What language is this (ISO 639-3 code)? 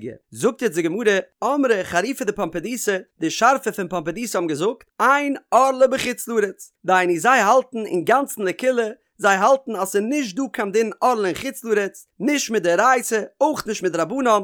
yid